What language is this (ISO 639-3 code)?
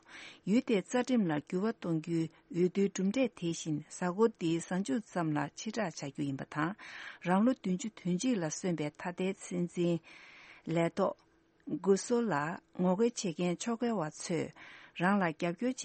bod